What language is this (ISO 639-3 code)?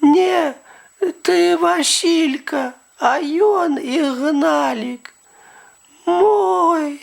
bel